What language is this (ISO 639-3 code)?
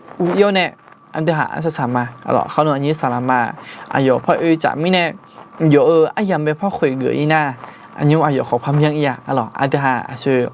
ahk